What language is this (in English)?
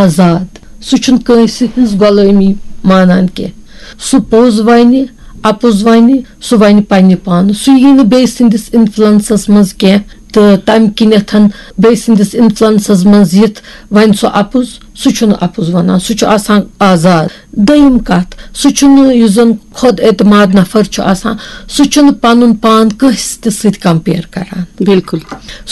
Kashmiri